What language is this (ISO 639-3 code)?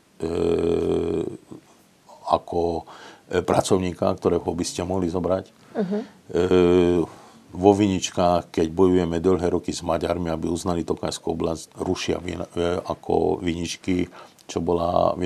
slk